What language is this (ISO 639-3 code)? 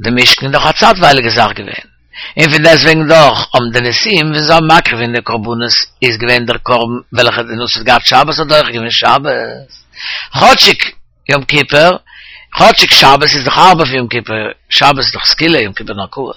yid